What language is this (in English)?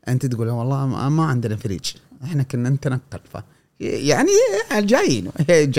Gulf Arabic